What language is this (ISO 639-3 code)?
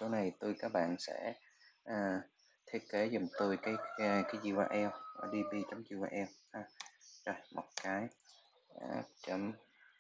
vie